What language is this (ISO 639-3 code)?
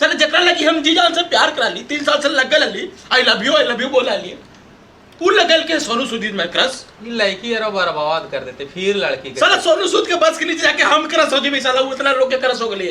mag